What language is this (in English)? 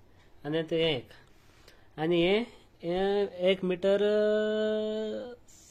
Konkani